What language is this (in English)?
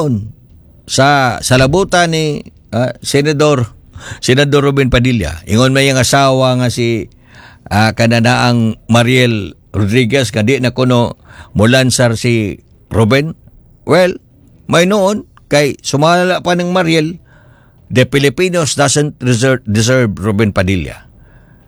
Cebuano